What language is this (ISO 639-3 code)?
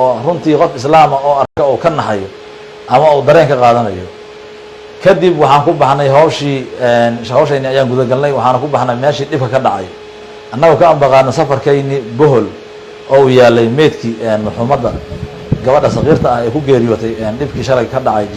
som